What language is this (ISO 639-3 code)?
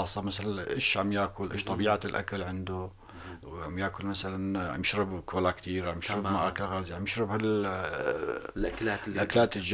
apc